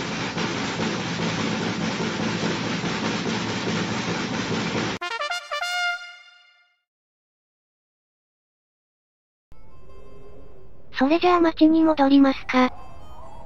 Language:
Japanese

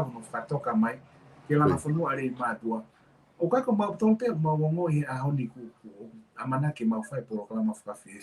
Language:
Tongan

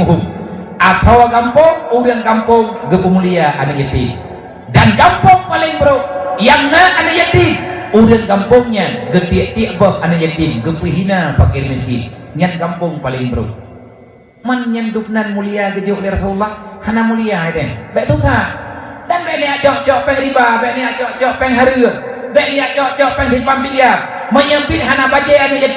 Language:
Achinese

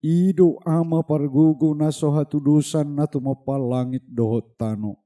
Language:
Batak Toba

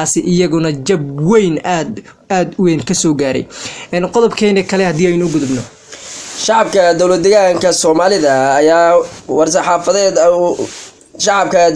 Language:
Somali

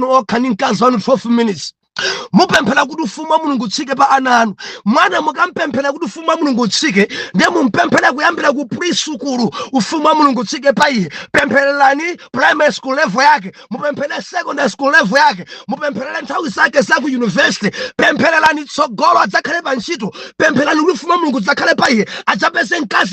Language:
Nyanja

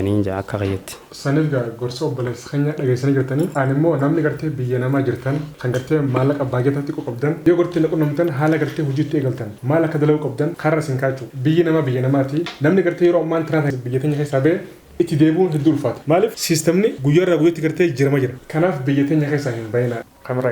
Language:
Oromo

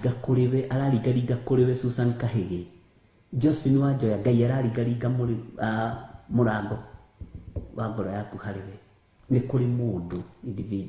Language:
Kikuyu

